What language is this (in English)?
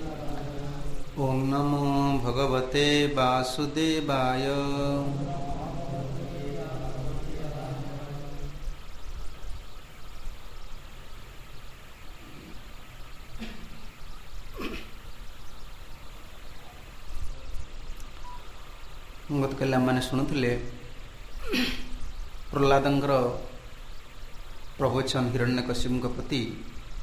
Odia